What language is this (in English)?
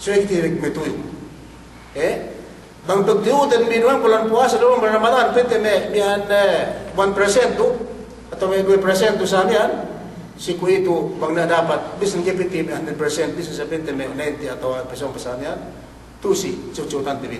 Yakan